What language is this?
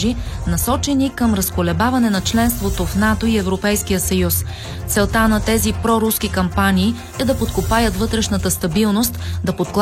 Bulgarian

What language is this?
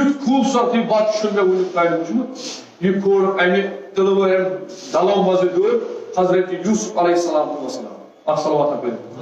Kashmiri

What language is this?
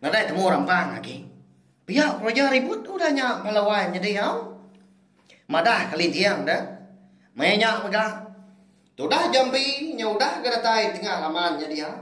Iban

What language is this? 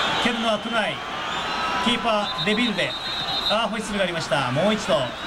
Japanese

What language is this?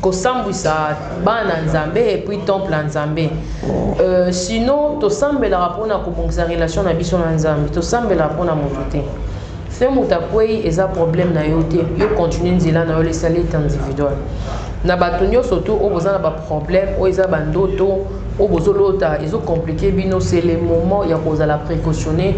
Lingala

